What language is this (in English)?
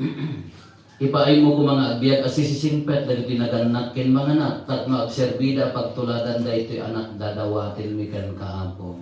Iloko